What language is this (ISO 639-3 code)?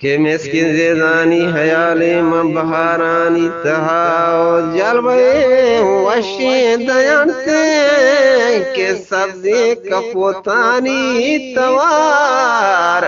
bgp